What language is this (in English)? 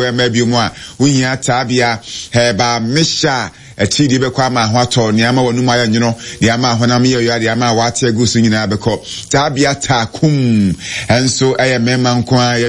Akan